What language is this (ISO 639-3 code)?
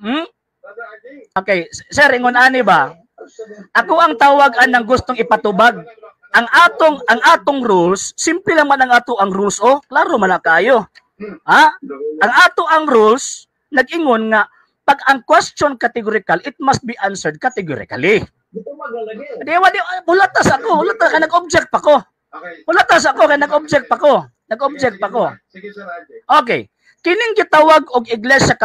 ceb